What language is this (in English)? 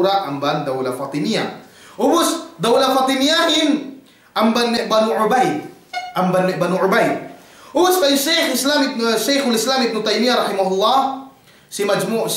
Yakan